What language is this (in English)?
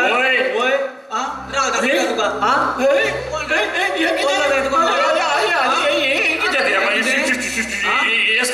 Konkani